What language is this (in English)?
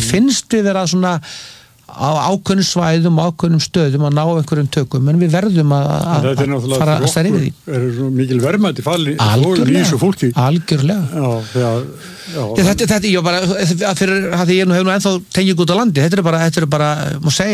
Icelandic